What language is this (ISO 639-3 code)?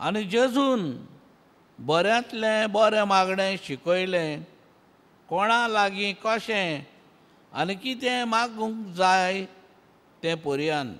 kok